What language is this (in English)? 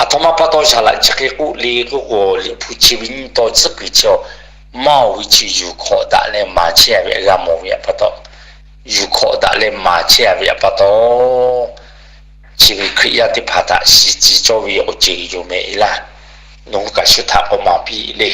Lahu